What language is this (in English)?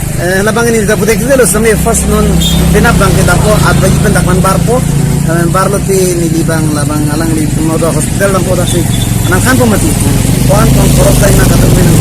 Karbi